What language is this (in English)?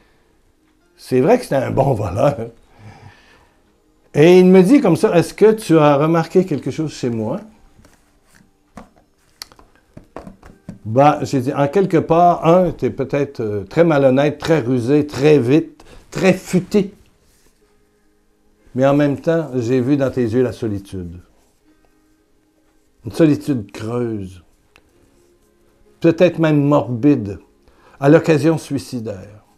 French